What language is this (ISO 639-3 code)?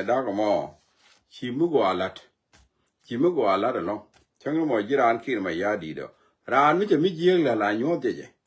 nus